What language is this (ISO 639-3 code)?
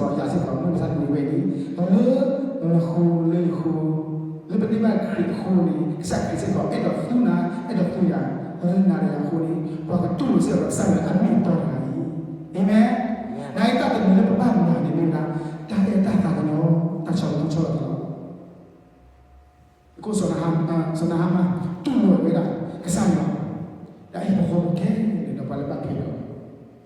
ksw